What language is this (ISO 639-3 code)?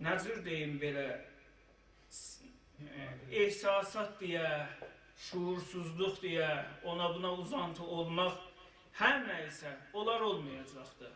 azb